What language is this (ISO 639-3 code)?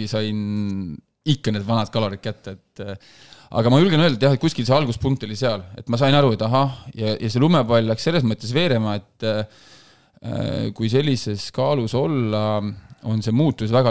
est